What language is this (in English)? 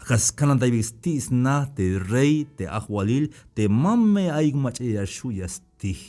Tzeltal